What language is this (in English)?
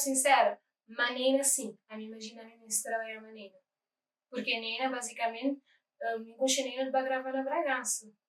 Kabuverdianu